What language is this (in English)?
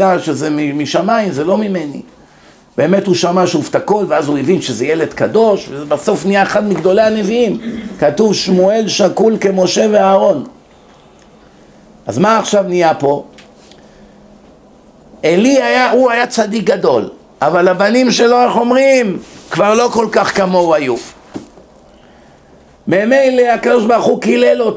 Hebrew